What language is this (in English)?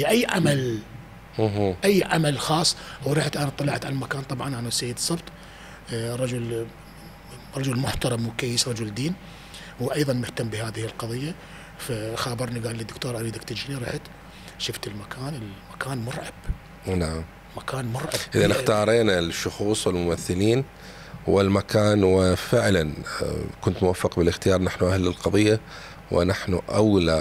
Mesopotamian Arabic